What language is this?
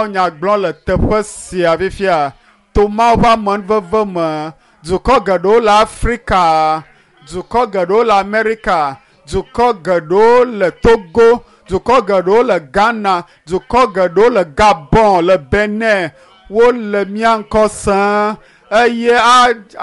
Ewe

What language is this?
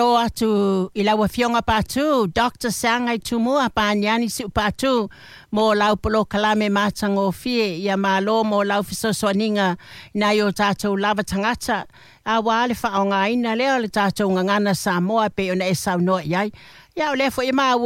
Samoan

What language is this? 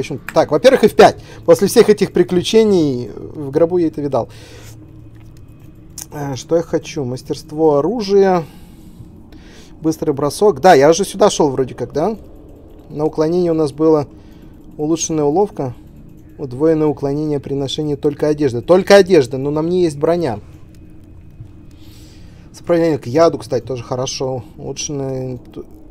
Russian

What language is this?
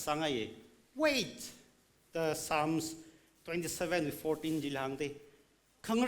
Tangkhul Naga (India)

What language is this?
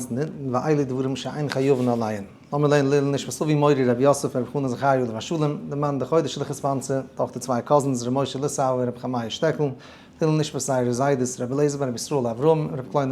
Yiddish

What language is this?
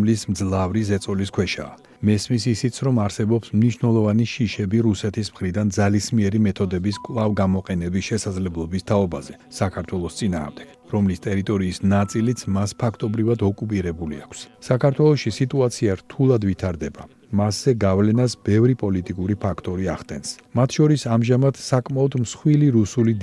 Georgian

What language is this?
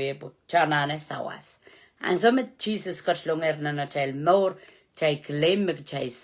Pohnpeian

